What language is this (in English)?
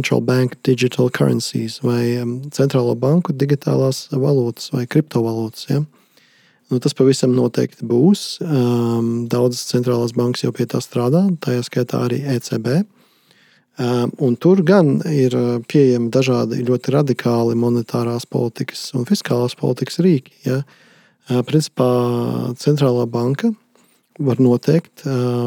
Latvian